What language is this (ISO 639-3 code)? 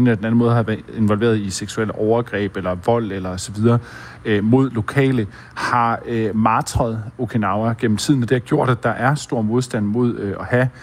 dan